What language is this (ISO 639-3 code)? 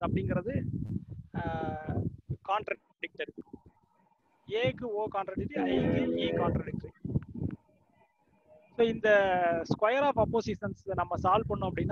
tam